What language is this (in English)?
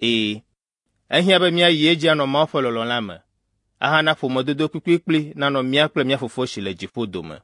Ewe